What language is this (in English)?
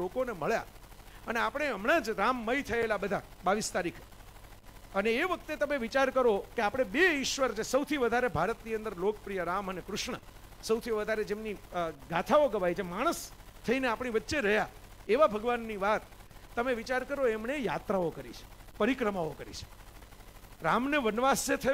Gujarati